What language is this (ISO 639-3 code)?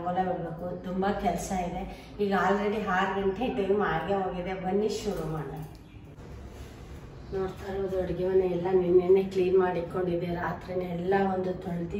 kan